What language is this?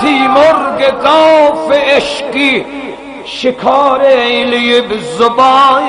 South Azerbaijani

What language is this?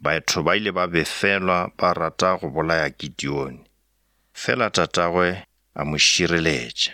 Northern Sotho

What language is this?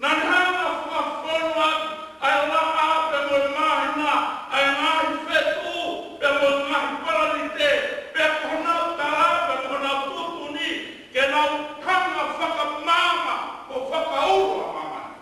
Tongan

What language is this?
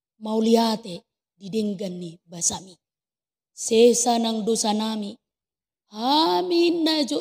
Batak Toba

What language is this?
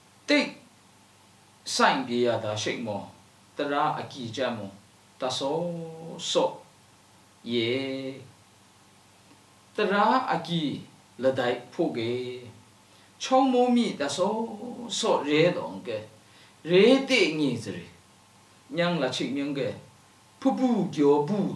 Lashi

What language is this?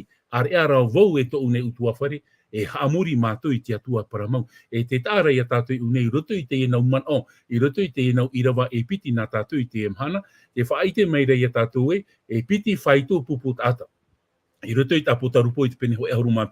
Tahitian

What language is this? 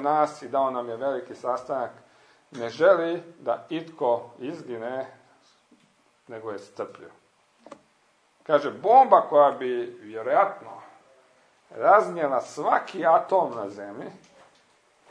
Croatian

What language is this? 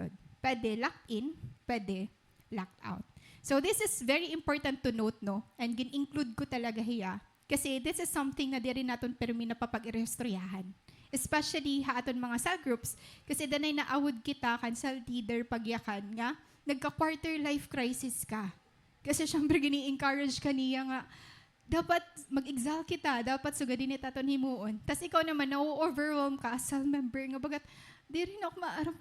Waray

